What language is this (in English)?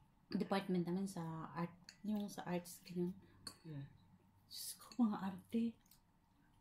Filipino